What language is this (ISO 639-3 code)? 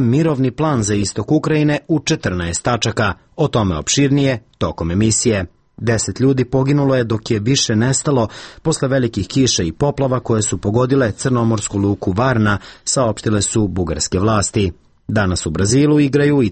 srp